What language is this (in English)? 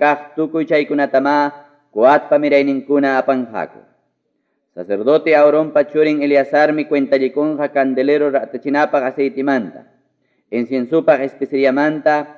Ayacucho Quechua